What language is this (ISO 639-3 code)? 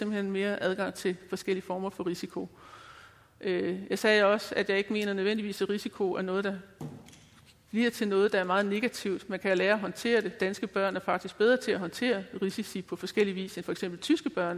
dan